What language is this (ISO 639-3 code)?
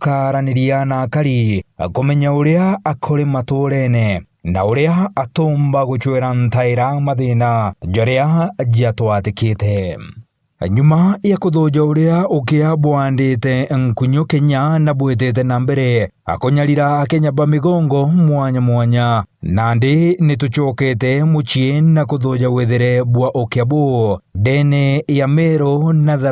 mer